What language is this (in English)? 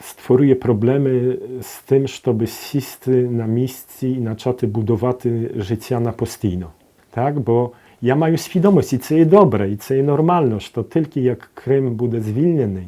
Crimean Tatar